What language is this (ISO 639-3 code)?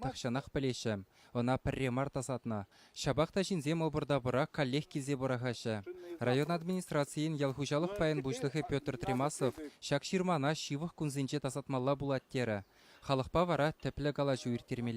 chv